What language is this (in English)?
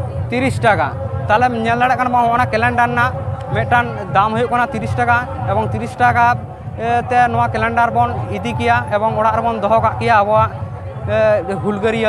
Santali